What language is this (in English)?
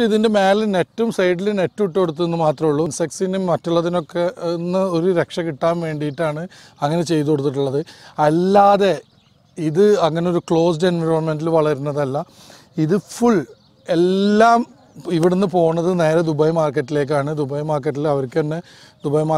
Malayalam